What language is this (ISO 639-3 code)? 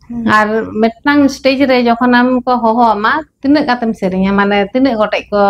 sat